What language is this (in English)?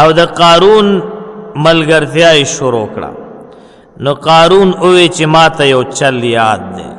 Pashto